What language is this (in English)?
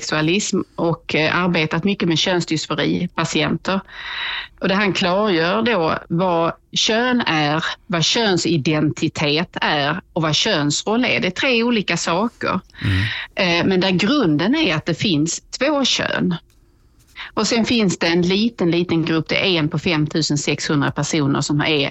Swedish